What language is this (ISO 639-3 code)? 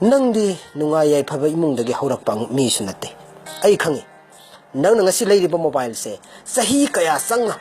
mni